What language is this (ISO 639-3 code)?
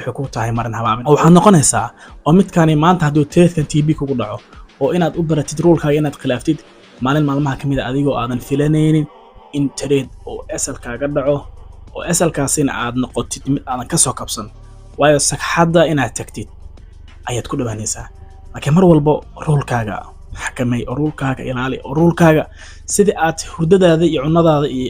som